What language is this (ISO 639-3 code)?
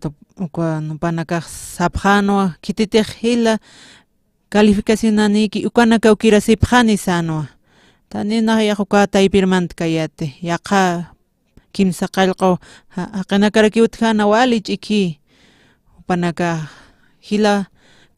aym